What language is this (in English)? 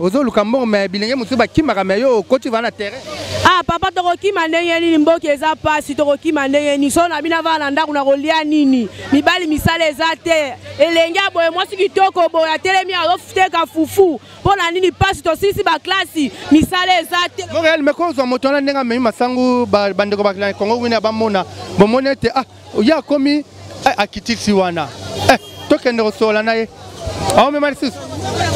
Lingala